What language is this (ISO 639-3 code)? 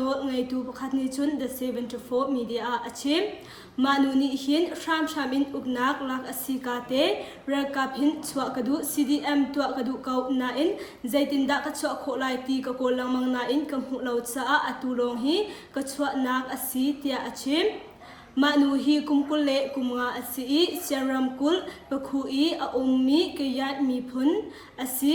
cnh